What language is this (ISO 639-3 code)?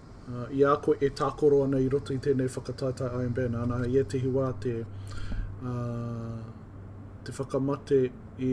mri